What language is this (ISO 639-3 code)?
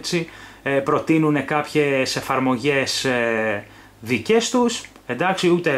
ell